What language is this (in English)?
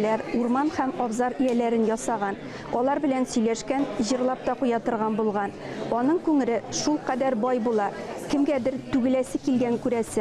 Tatar